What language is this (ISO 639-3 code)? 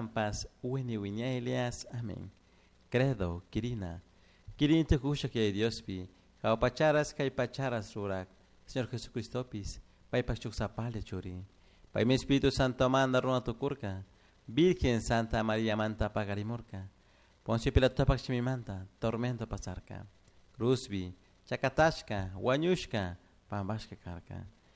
qug